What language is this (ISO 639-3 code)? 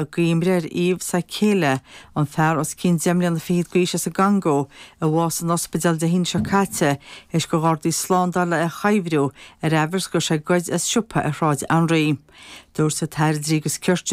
gle